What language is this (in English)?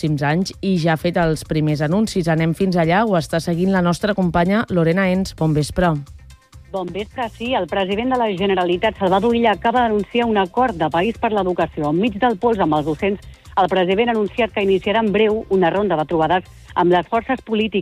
Catalan